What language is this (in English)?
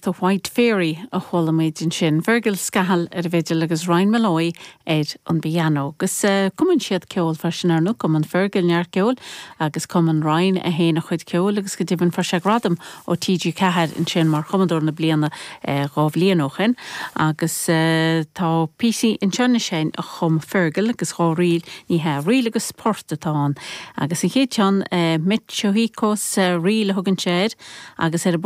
Irish